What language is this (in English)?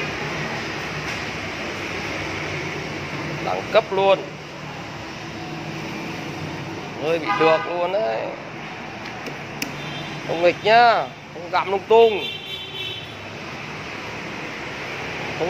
Vietnamese